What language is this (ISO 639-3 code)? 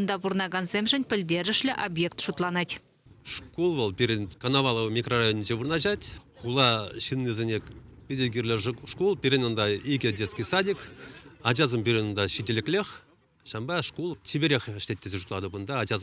chv